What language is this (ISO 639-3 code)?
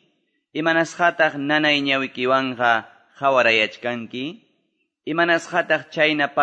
que